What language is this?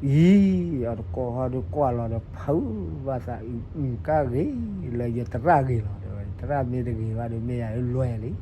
S'gaw Karen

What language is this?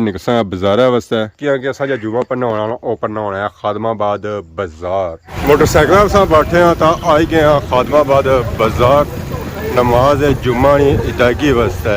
Pahari-Potwari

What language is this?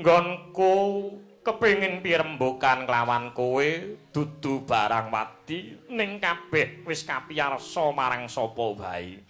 Javanese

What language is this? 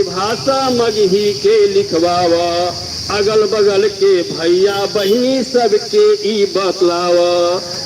Magahi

